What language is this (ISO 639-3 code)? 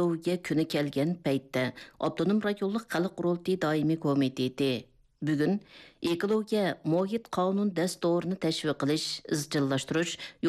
uig